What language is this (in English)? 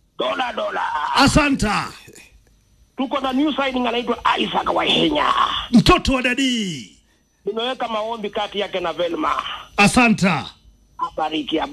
Swahili